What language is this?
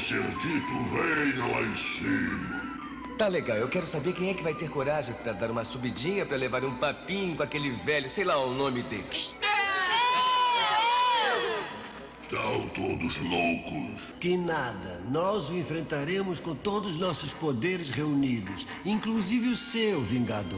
Portuguese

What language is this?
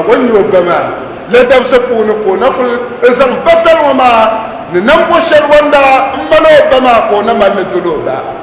Dagbani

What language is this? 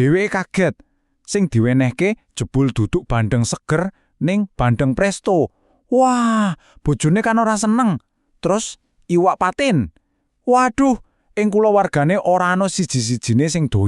Javanese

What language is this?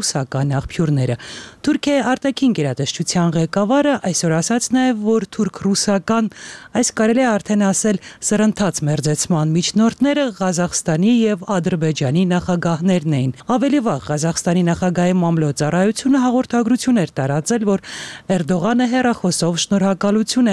Armenian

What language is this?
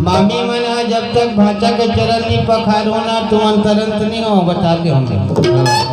Chhattisgarhi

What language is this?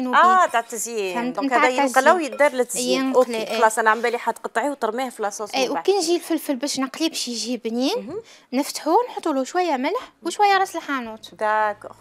Algerian Arabic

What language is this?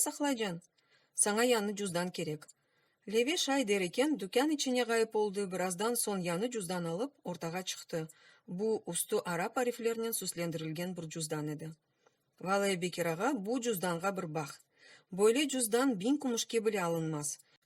Crimean Tatar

